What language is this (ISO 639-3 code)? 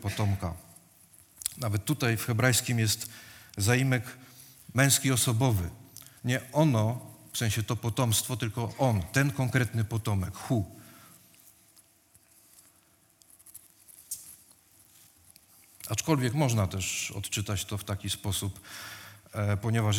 pol